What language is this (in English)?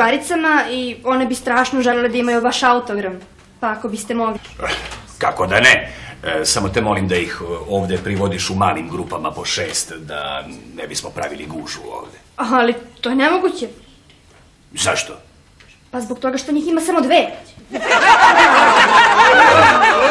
Serbian